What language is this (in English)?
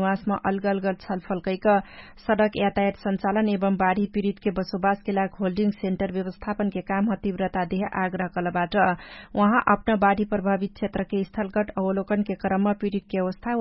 Dangaura Tharu